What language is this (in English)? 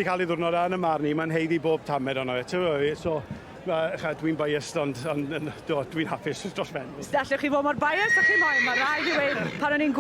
Welsh